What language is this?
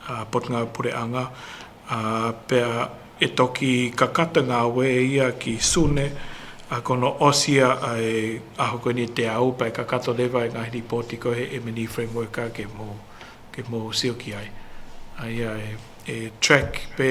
Tongan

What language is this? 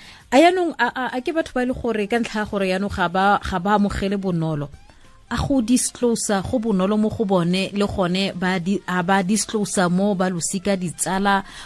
Tswana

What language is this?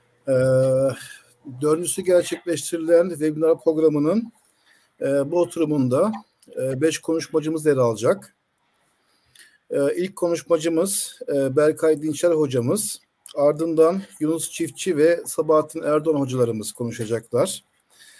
Turkish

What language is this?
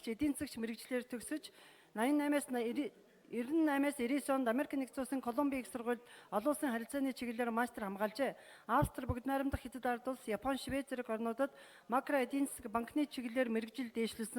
Mongolian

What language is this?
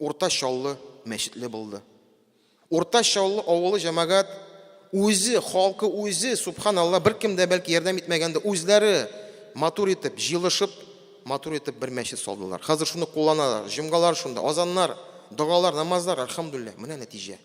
Tatar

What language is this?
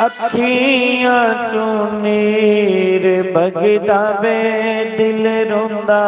Dogri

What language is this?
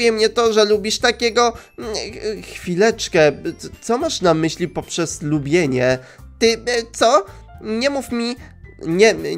Polish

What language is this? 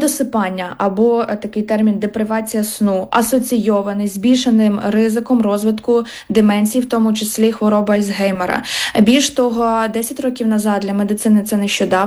Ukrainian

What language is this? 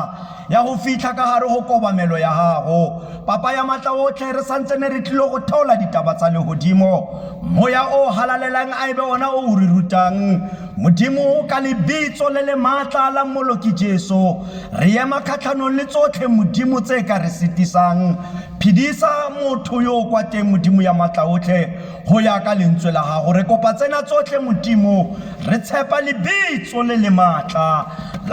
Tswana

